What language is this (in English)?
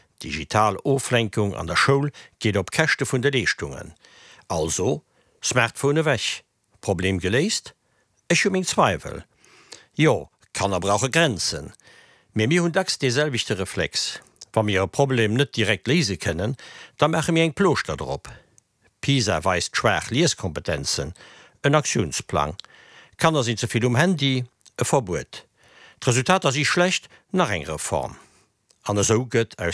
Luxembourgish